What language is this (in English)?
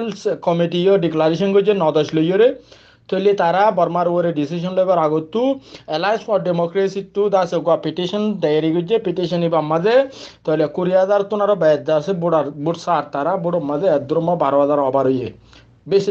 Rohingya